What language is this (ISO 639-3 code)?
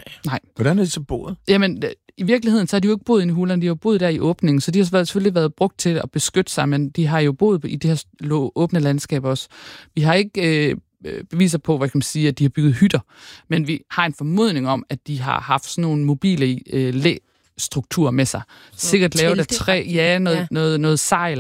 dan